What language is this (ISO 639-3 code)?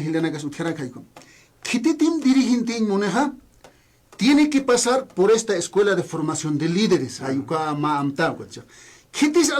aym